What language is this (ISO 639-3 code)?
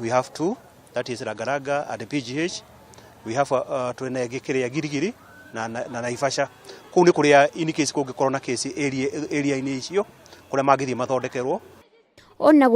kik